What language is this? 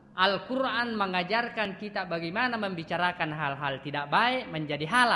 Buginese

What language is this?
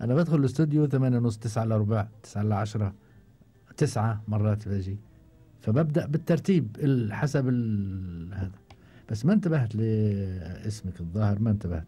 Gulf Arabic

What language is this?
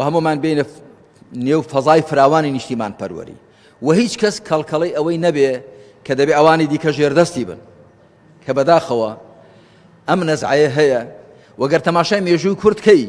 Central Kurdish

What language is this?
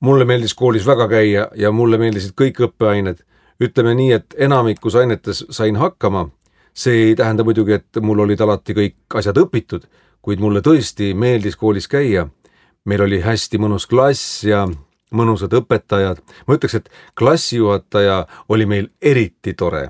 Estonian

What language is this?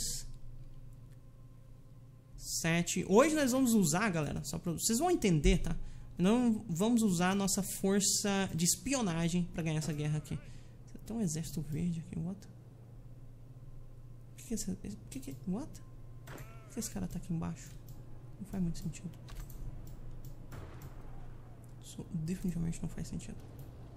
Portuguese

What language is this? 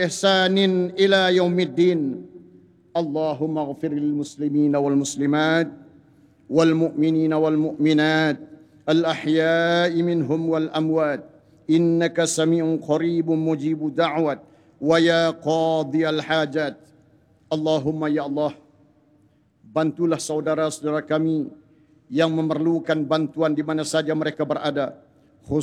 Malay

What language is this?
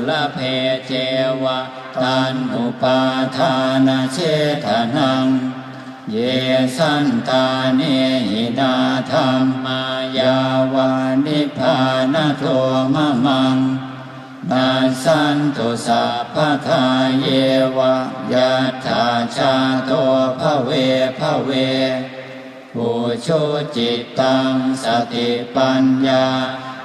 Pali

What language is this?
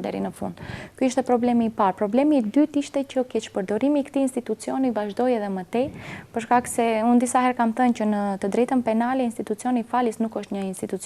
Albanian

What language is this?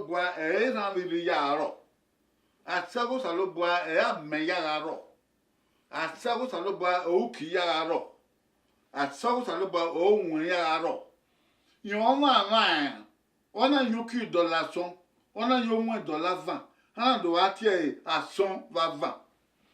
Bini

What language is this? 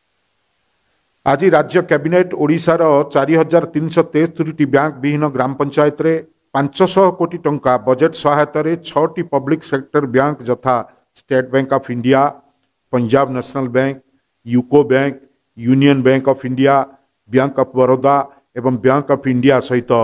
Odia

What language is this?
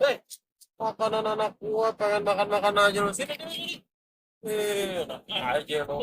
Betawi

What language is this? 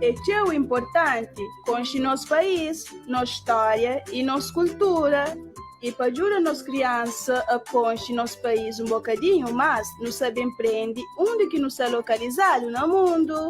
Kabuverdianu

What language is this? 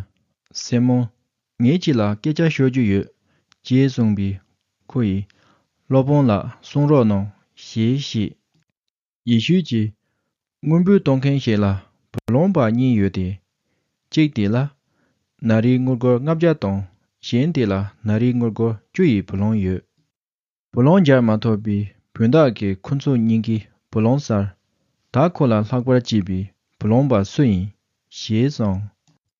Tibetan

